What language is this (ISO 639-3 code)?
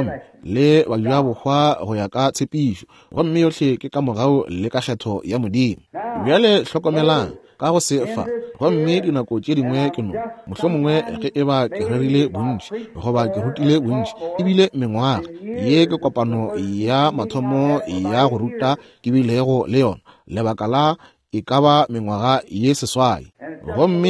nso